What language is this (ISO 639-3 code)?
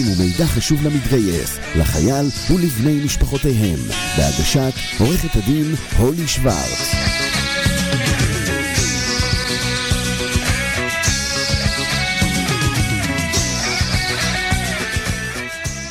heb